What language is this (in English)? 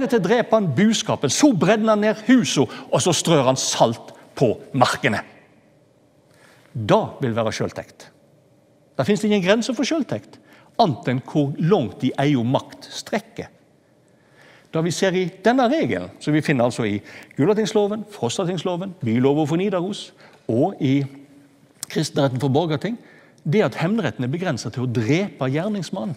Norwegian